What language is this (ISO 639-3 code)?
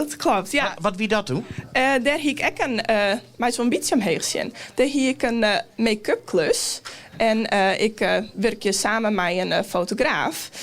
fry